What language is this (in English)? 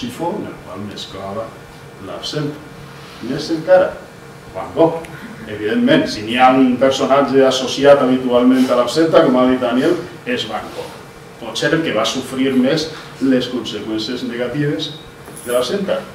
Catalan